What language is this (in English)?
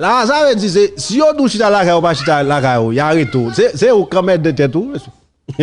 Haitian Creole